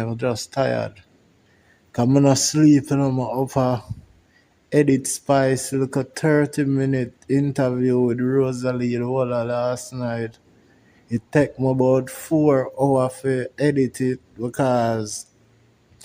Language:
Jamaican Creole English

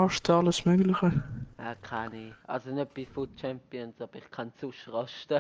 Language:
Swiss German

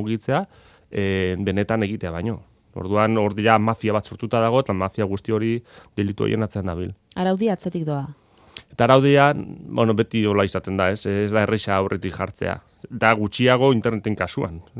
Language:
Basque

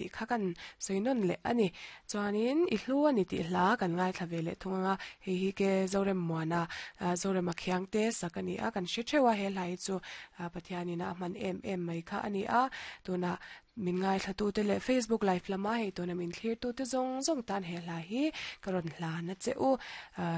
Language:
Mizo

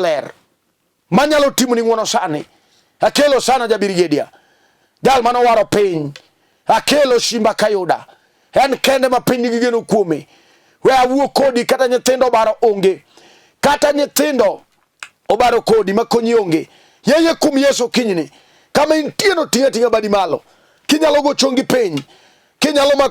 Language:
Luo (Kenya and Tanzania)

